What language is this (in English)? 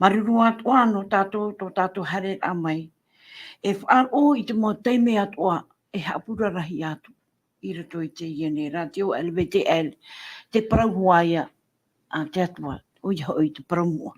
Tahitian